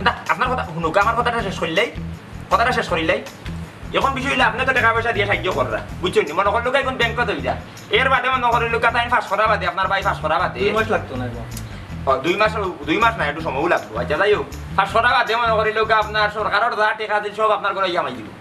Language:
Sylheti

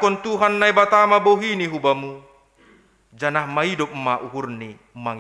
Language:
Batak Simalungun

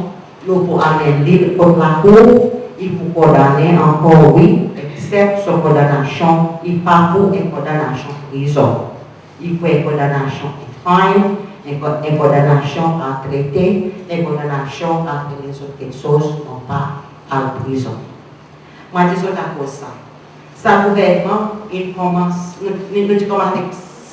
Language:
Seselwa Creole French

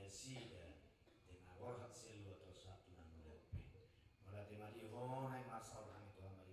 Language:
Batak Toba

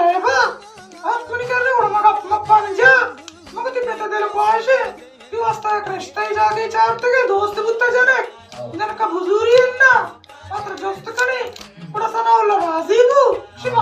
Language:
Baluchi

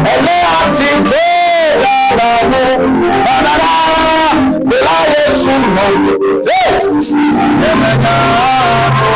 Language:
Ewe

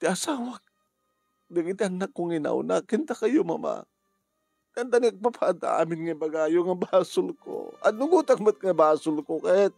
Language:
Iloko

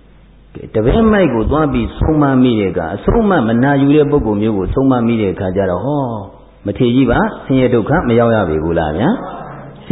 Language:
Burmese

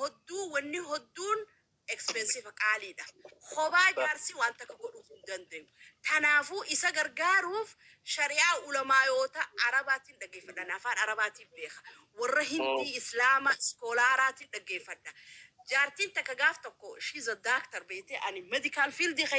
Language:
Oromo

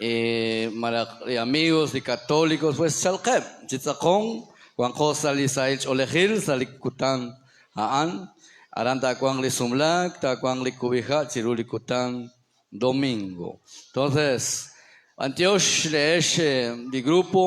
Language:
Kekchí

